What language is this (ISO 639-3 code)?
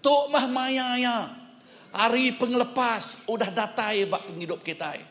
iba